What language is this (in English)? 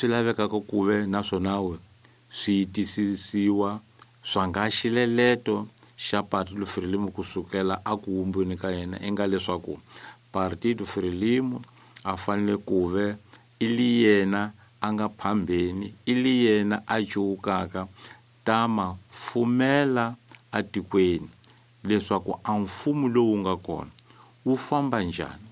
Tsonga